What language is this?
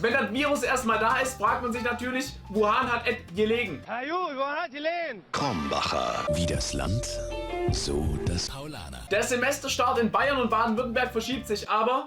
Swiss German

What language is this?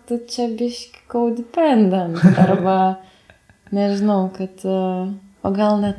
Lithuanian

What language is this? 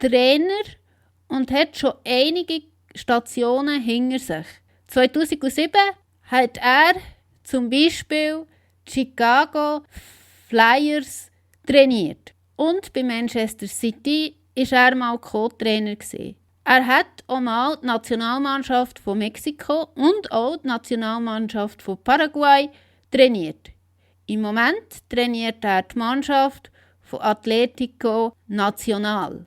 Swiss German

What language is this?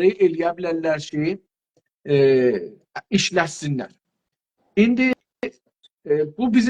South Azerbaijani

